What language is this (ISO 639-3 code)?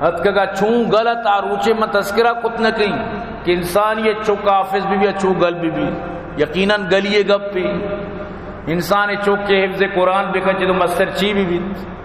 bal